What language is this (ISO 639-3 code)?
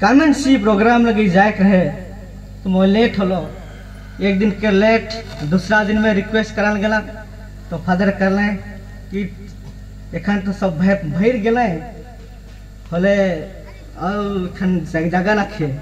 sck